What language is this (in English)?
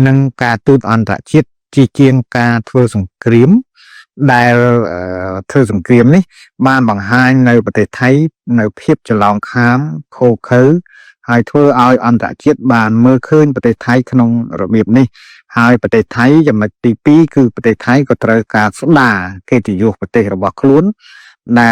Khmer